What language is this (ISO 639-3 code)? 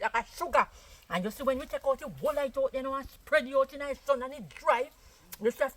jam